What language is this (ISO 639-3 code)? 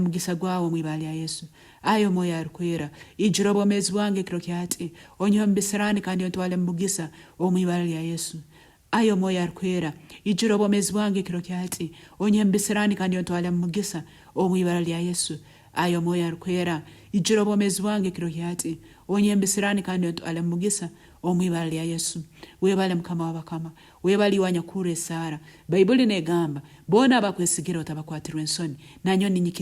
nyn